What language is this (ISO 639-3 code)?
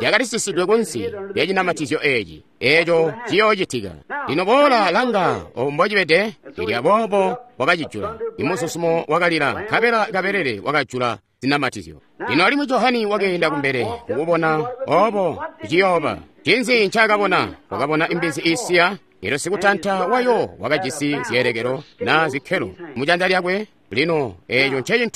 toi